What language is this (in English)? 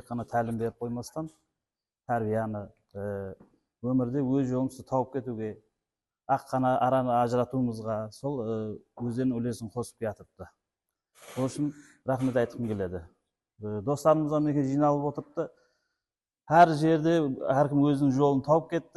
Kara-Kalpak